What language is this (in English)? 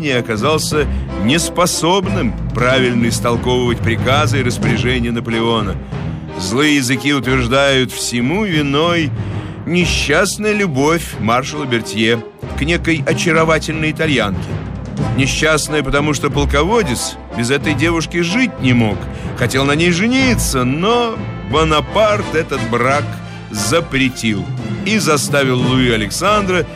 Russian